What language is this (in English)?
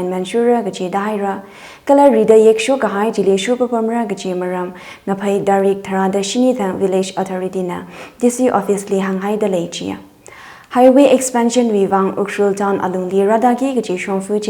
Tangkhul Naga (India)